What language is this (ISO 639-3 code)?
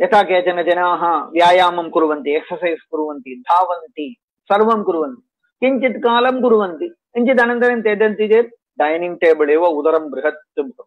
san